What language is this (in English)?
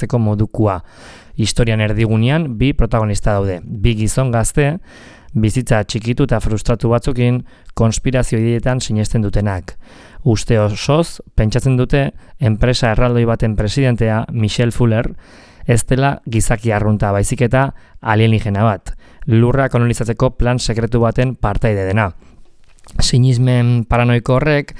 Basque